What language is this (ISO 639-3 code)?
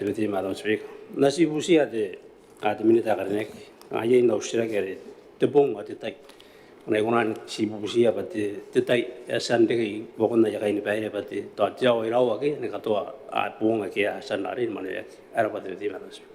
gil